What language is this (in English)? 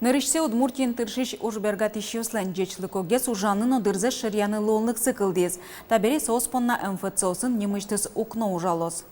Udmurt